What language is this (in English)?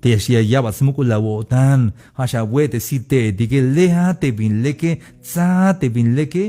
Tzeltal